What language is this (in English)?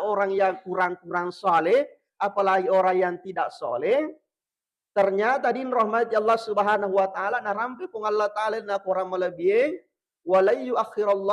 Buginese